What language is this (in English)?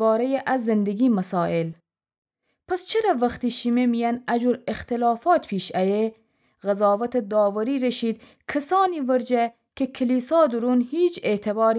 Gilaki